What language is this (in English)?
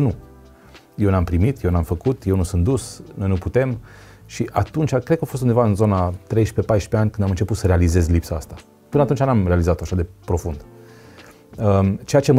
Romanian